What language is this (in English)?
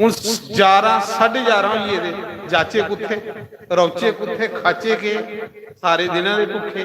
Dogri